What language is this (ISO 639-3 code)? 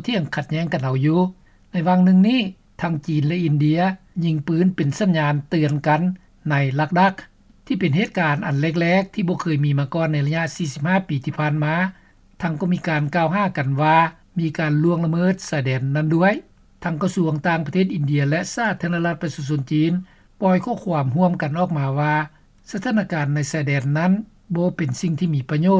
lao